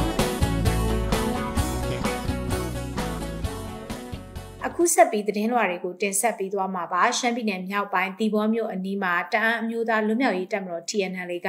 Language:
Burmese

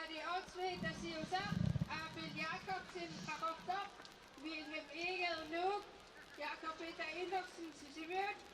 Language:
Kalaallisut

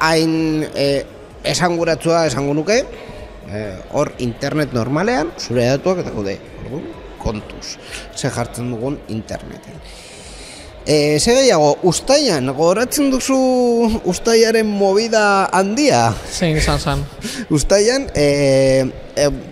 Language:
Basque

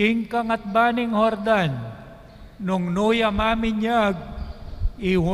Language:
Pampanga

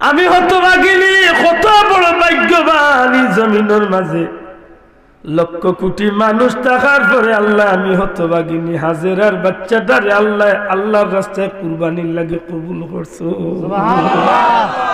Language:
Sylheti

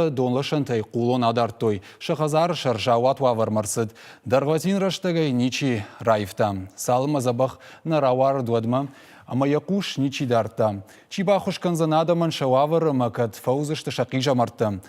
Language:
Ossetic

